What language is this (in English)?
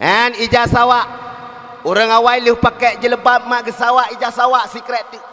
Achinese